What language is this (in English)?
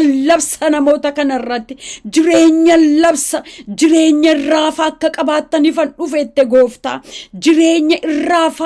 Oromo